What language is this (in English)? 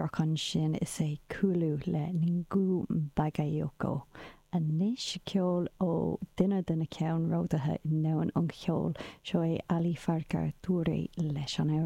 Irish